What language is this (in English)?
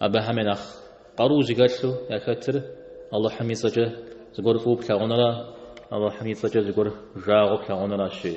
Kabardian